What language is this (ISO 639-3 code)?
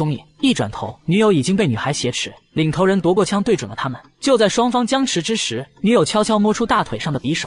zho